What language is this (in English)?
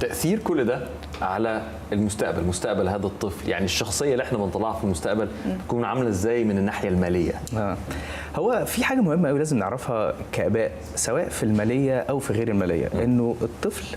Egyptian Arabic